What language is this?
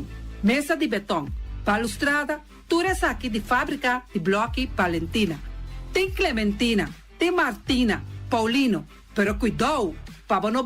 Papiamento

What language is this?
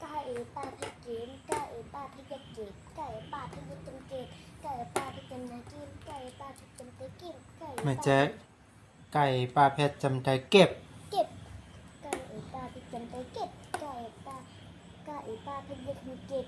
Shan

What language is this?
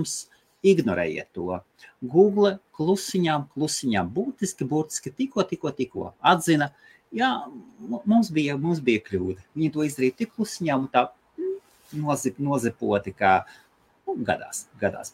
Latvian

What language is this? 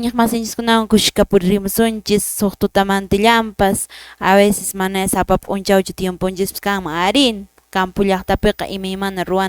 Quechua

